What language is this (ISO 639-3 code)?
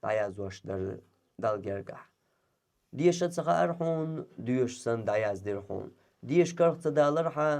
che